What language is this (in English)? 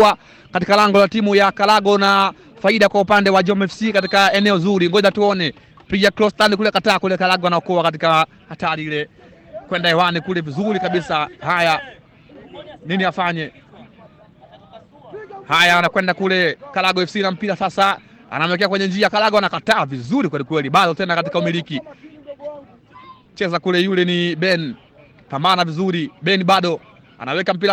Swahili